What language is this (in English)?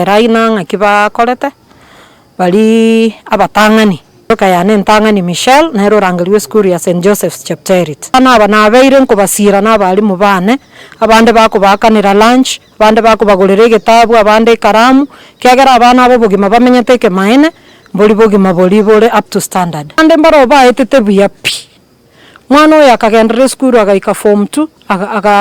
Gusii